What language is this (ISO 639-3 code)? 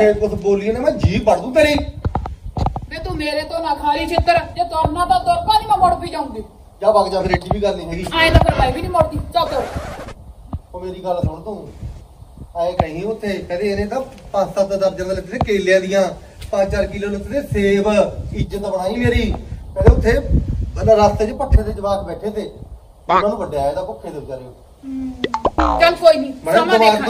pan